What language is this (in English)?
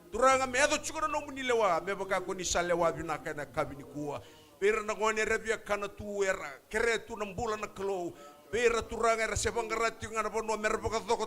Fijian